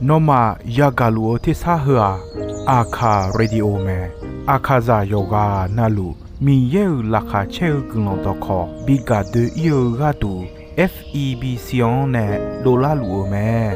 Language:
Akha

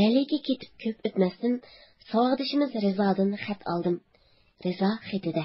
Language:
Uyghur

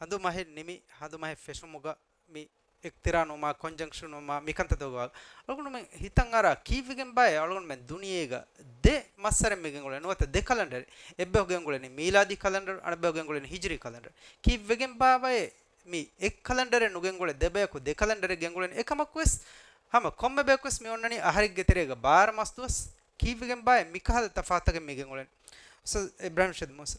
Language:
Divehi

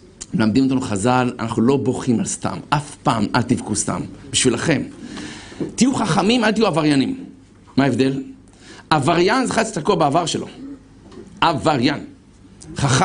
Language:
Hebrew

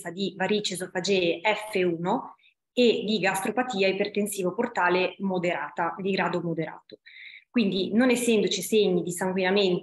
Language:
Italian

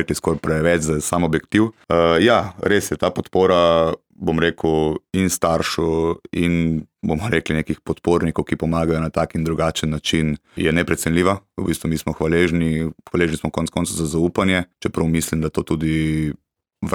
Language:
Slovenian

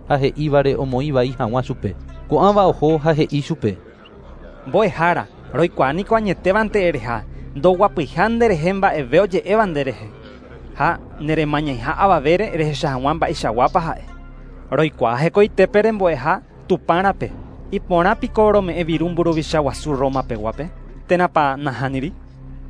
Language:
Guarani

